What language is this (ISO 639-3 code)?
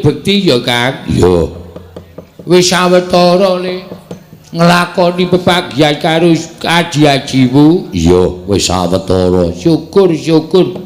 jav